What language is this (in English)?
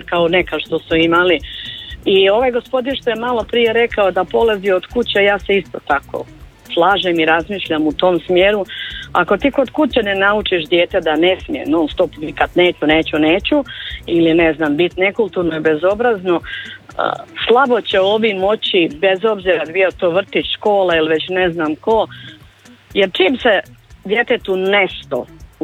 Croatian